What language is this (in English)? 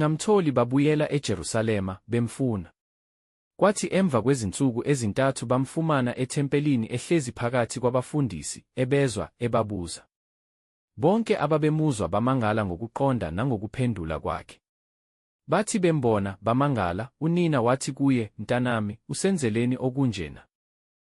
Zulu